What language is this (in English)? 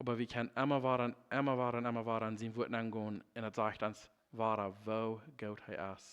Plautdietsch